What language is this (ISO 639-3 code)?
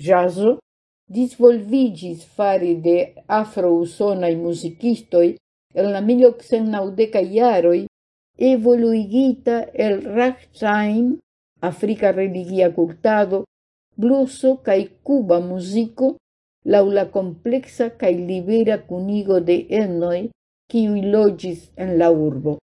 epo